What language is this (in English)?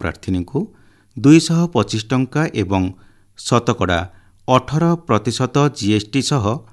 Odia